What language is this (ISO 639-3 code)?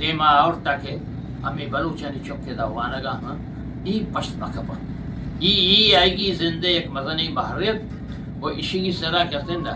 bgp